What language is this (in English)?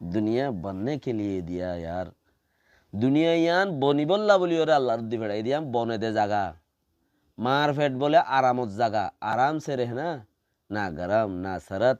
Rohingya